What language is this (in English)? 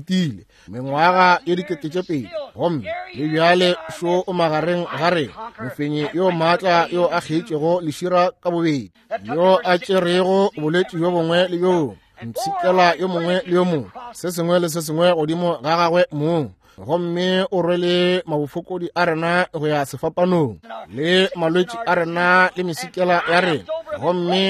Northern Sotho